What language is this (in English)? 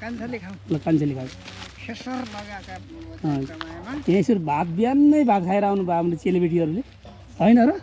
Nepali